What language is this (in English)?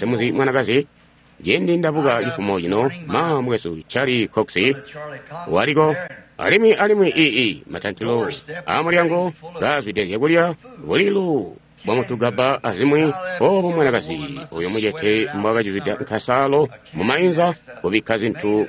Tonga (Zambia)